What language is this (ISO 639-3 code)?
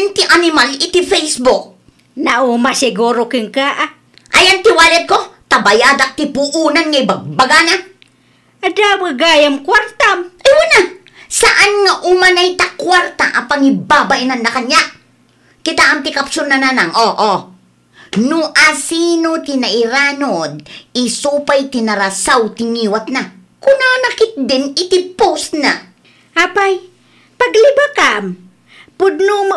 ilo